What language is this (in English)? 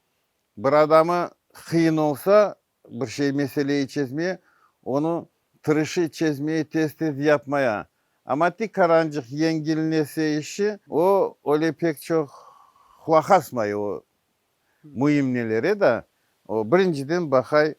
Crimean Tatar